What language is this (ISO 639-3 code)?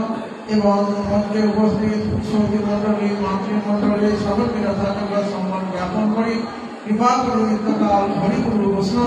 ben